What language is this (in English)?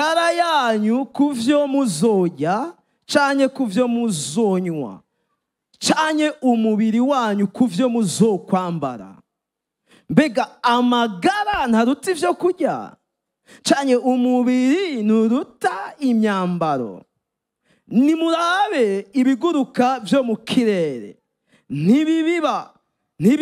Rundi